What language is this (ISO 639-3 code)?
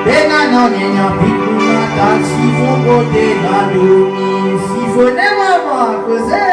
rcf